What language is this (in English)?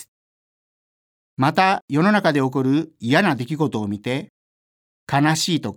Japanese